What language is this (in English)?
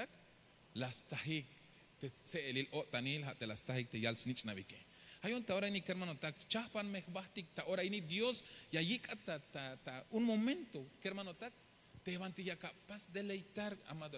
Tzeltal